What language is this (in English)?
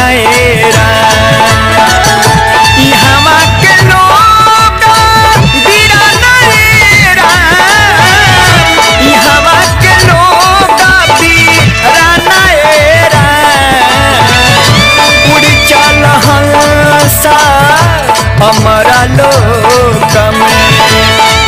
Bhojpuri